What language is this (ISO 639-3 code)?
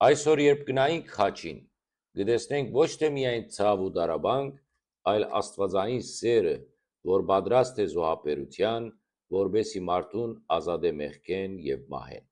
hyw